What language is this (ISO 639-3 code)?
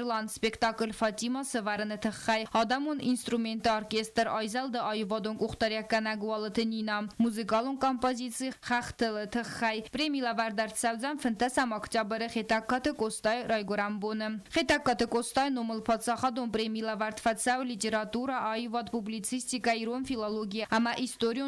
oss